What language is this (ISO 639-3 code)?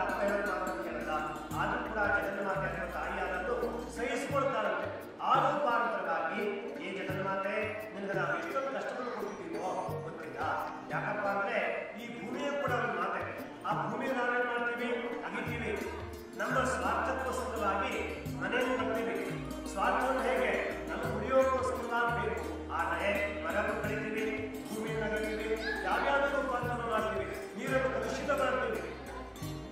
kan